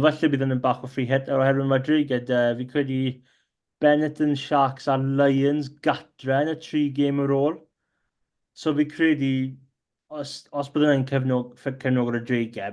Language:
Welsh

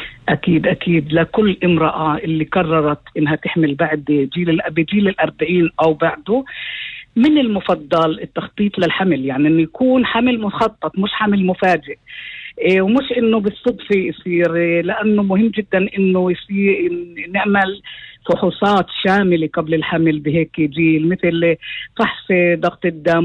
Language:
North Levantine Arabic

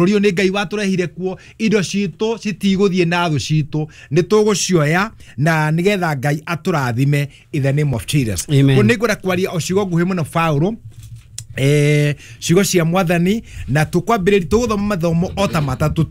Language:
Kikuyu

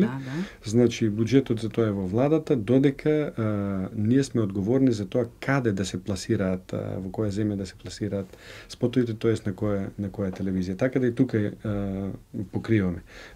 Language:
Macedonian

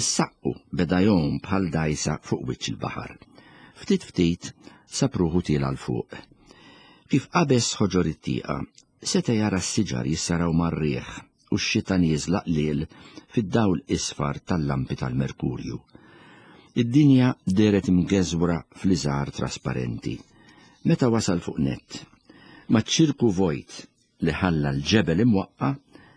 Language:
Maltese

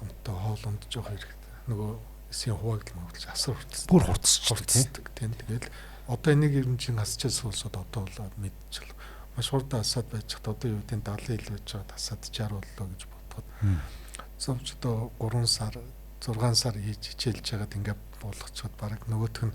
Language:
Mongolian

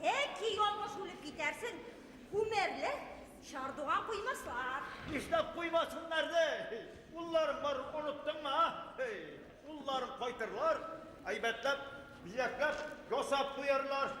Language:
Bashkir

